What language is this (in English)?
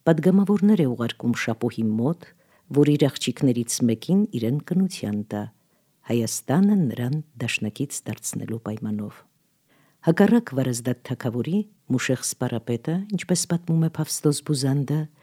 Armenian